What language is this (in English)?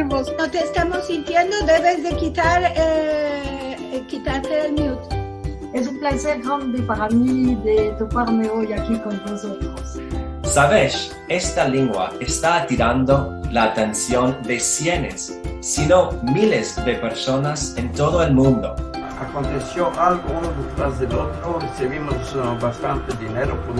Ladino